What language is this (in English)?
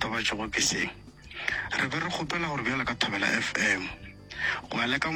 Northern Sotho